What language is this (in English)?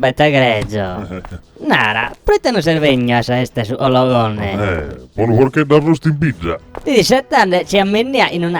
Sardinian